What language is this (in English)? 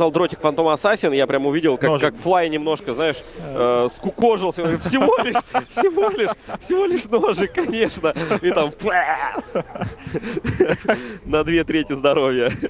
Russian